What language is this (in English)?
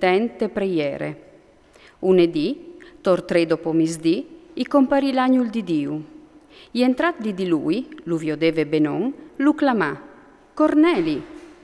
Friulian